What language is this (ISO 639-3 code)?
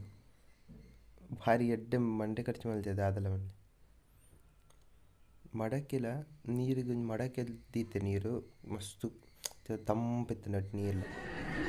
tcy